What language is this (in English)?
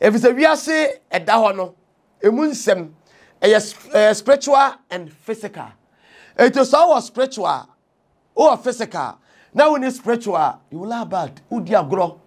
Akan